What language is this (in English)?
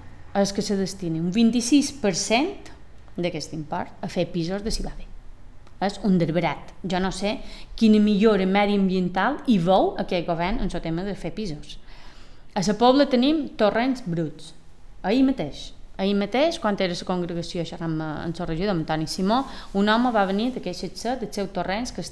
Catalan